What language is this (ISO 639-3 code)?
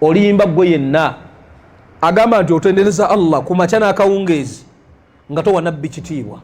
lug